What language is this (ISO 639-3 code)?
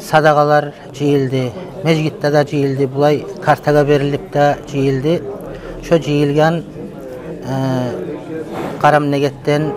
kum